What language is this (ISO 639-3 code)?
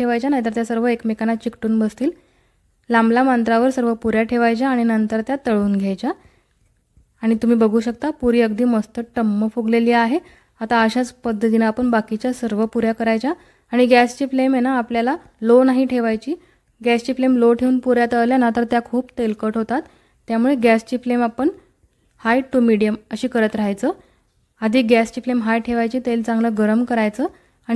mar